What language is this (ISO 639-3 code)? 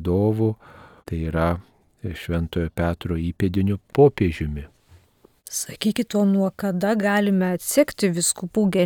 lit